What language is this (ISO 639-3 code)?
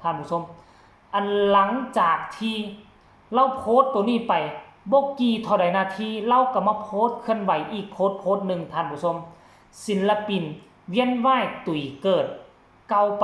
tts